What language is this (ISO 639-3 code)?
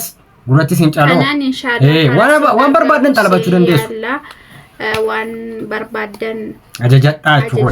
orm